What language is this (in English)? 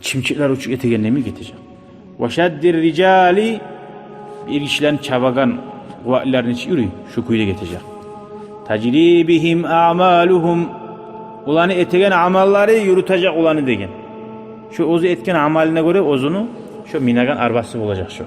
Kumyk